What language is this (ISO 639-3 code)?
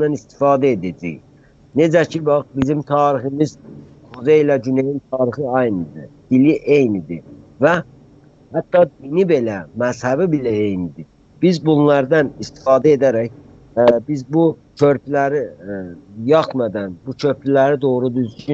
azb